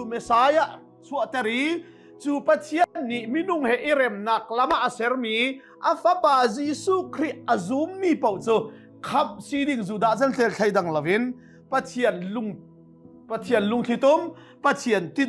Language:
Hakha Chin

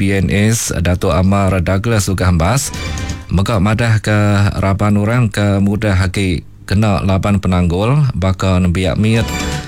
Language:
Iban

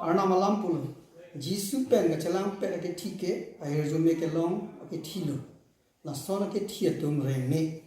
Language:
Karbi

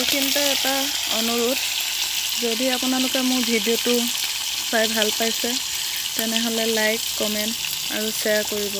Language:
Assamese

